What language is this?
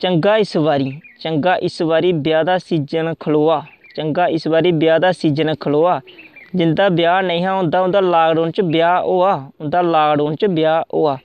Dogri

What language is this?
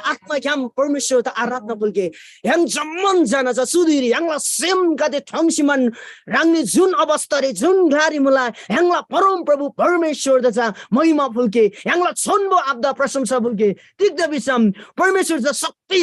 Eastern Tamang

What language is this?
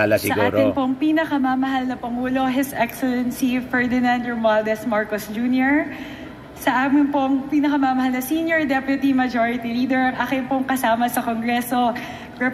Filipino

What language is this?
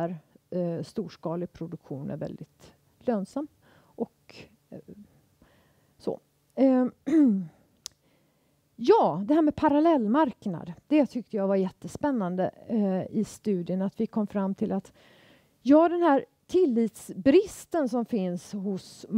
Swedish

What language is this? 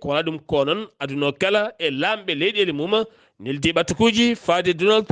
Fula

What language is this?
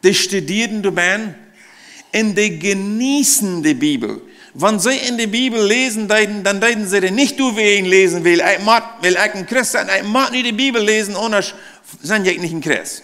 Plautdietsch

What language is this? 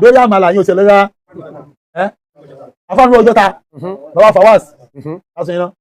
Yoruba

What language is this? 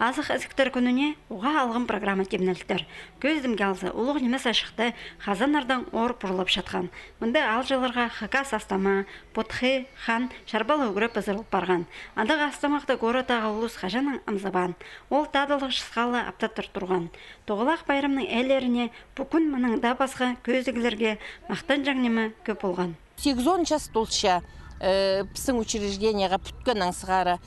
Khakas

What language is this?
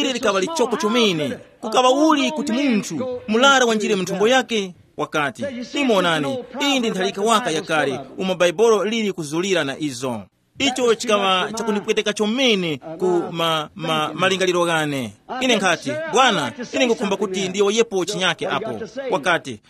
Tumbuka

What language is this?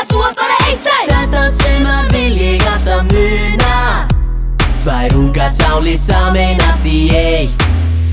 Icelandic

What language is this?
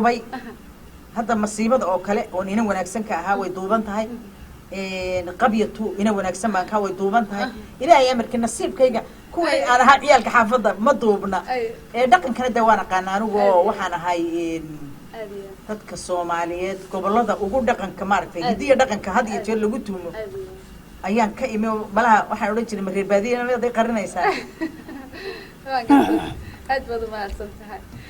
Somali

